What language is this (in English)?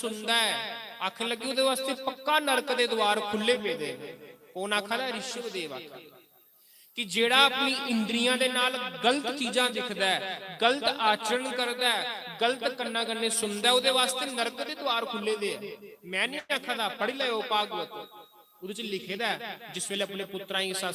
Dogri